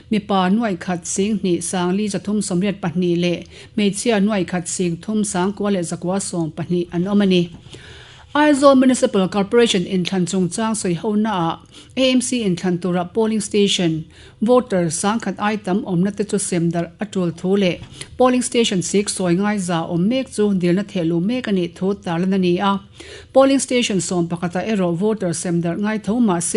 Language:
Mizo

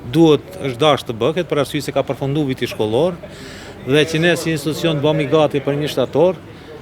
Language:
Albanian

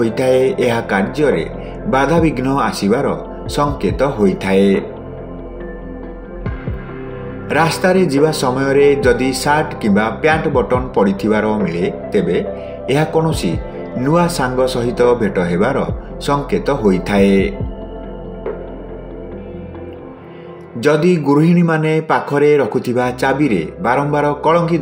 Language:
Odia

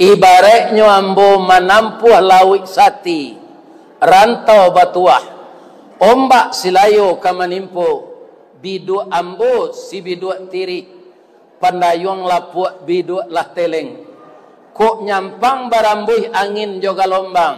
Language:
Minangkabau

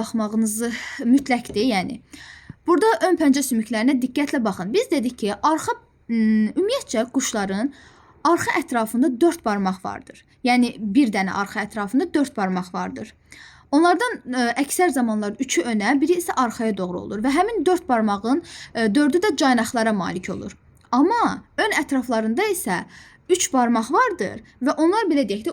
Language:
Azerbaijani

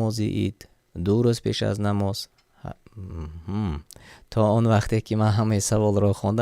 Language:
Tajik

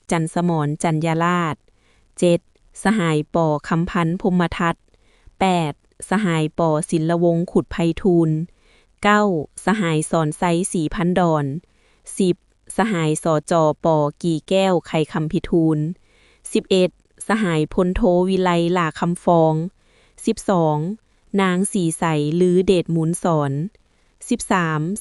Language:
Lao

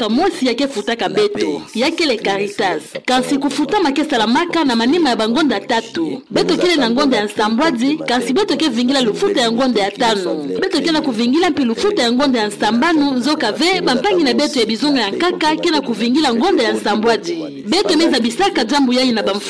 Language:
Kituba (Democratic Republic of Congo)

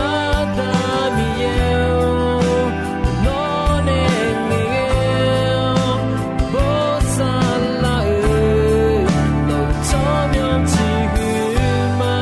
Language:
Akha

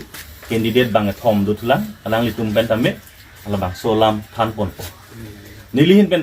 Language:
Karbi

